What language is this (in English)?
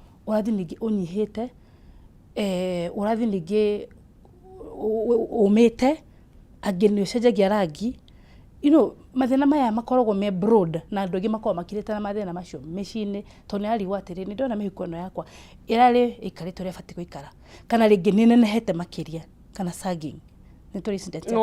Kikuyu